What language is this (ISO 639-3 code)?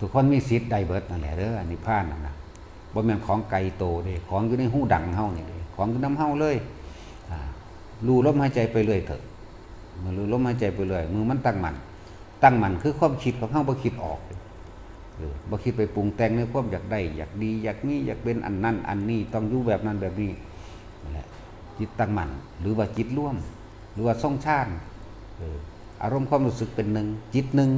tts